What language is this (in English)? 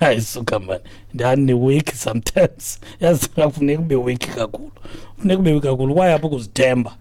Xhosa